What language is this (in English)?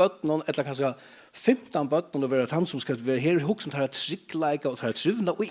Faroese